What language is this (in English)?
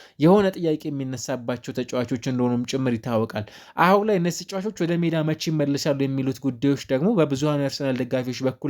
Amharic